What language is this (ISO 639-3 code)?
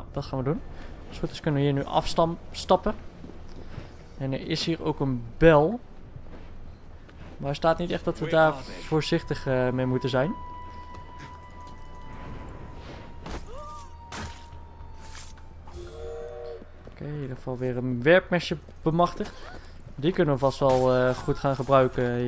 nld